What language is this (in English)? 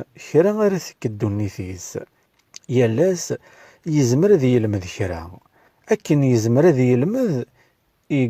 Kabyle